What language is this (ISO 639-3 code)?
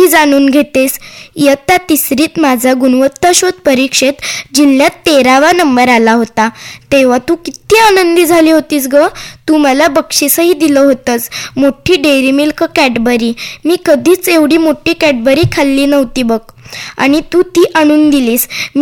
mar